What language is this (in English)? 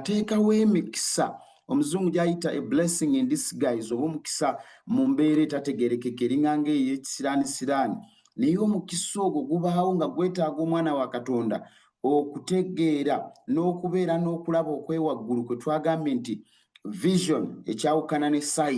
Ganda